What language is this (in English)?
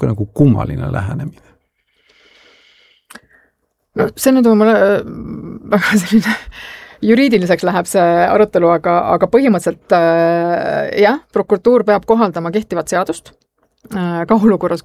Estonian